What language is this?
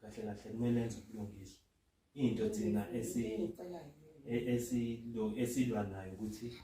Zulu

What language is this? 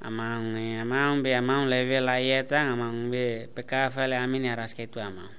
Tetum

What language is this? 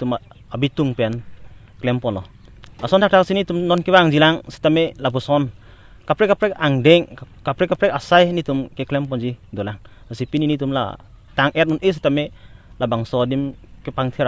Karbi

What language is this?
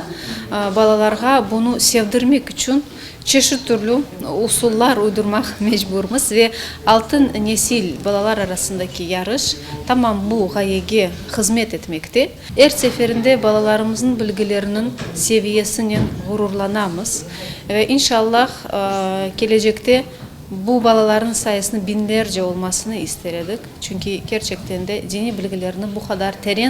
Crimean Tatar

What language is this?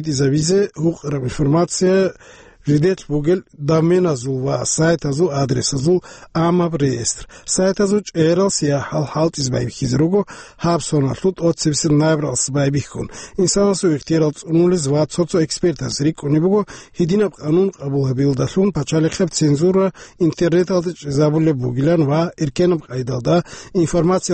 Avaric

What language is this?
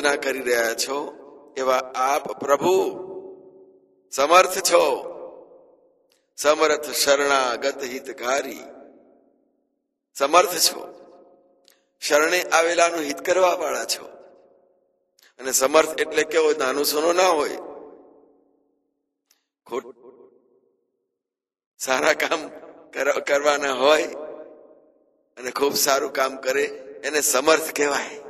Gujarati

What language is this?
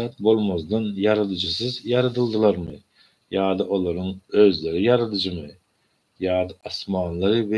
Turkmen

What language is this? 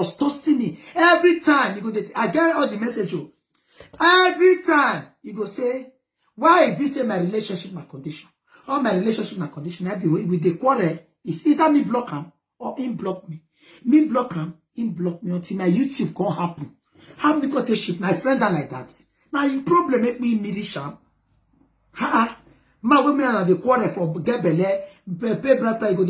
Nigerian Pidgin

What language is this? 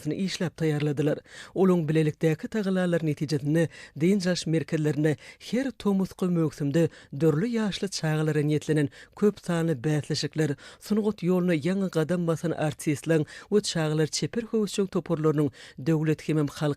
Turkmen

